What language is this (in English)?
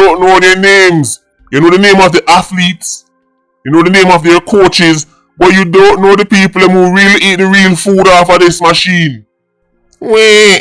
Jamaican Creole English